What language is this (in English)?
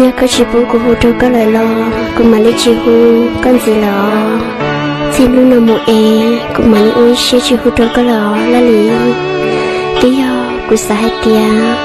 Hmong